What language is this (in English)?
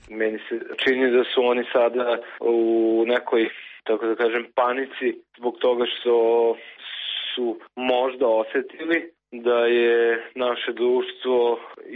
Serbian